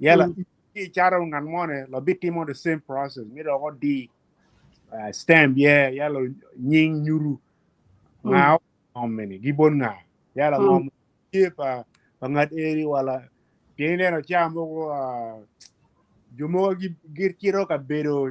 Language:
Acoli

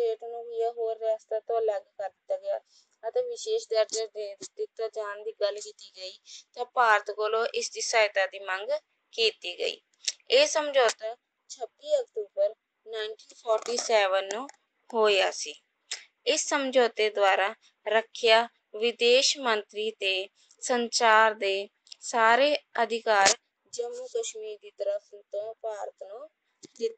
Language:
Punjabi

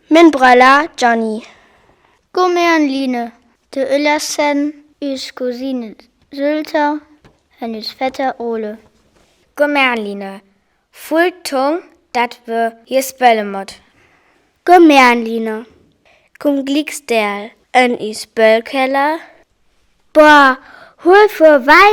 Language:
Northern Frisian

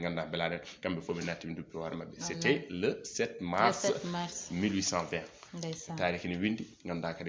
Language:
Fula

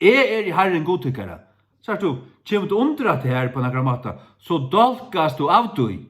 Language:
Faroese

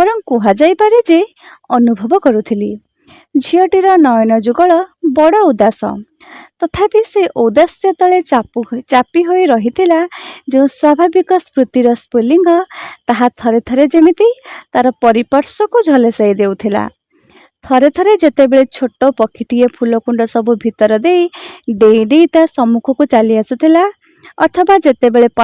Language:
Odia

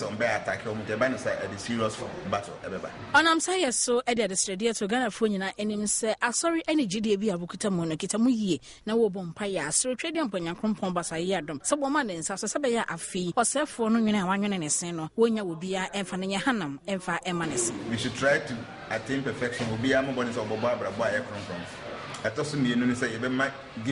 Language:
Akan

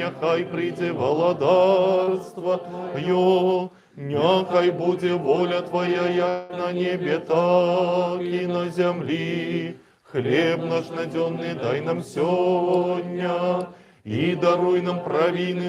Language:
Belarusian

